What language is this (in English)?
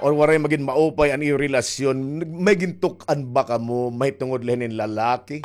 Waray